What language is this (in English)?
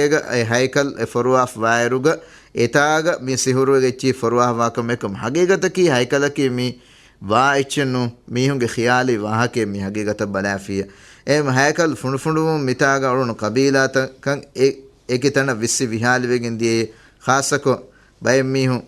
Divehi